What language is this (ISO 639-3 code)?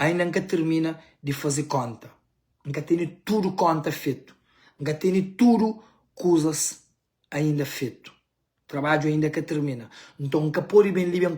kea